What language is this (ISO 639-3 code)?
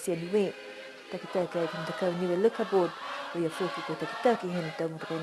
niu